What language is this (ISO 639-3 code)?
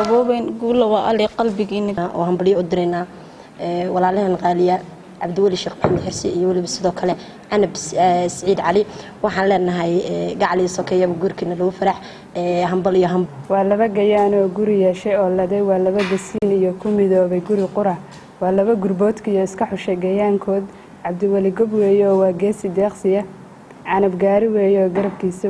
som